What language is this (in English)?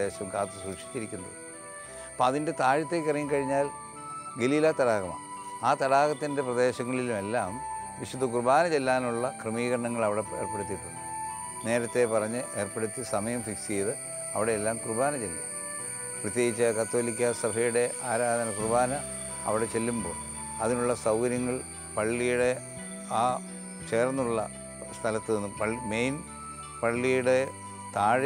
Malayalam